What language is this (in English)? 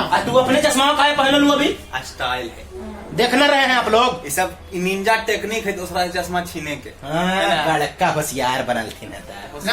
Magahi